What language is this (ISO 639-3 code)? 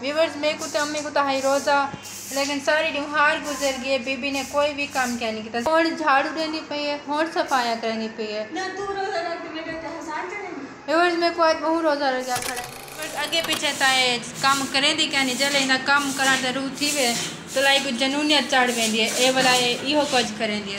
skr